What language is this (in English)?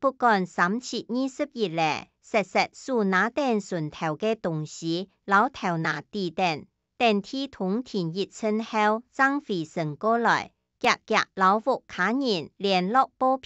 Hakka Chinese